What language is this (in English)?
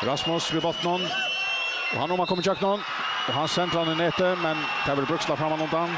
Faroese